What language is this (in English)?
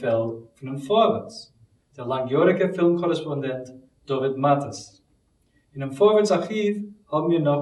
Yiddish